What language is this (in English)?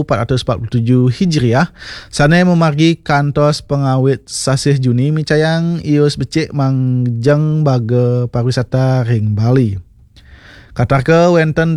Balinese